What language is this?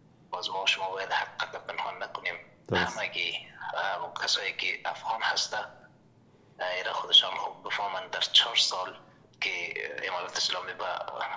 Persian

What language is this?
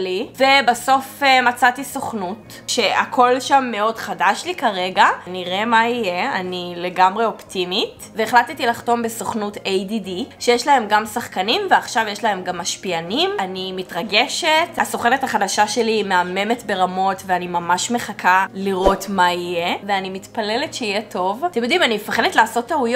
Hebrew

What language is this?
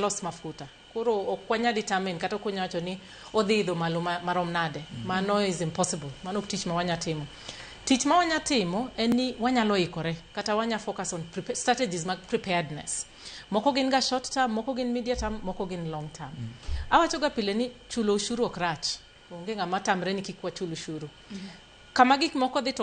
Luo (Kenya and Tanzania)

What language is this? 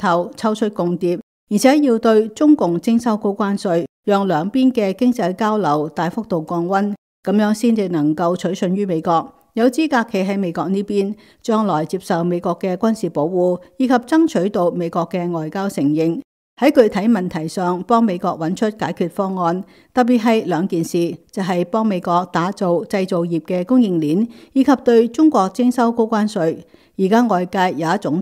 Cantonese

